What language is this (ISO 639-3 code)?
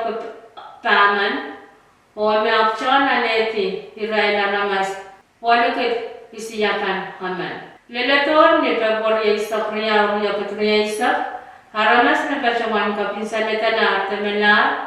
pon